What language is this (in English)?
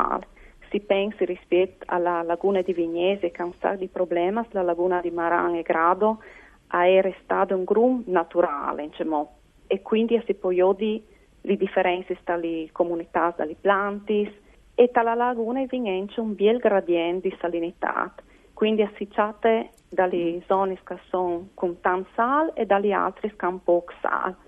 Friulian